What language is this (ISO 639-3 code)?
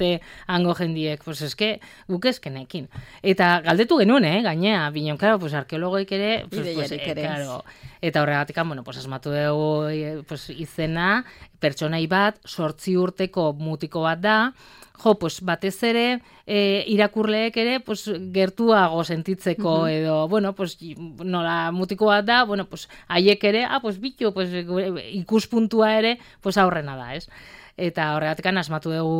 eus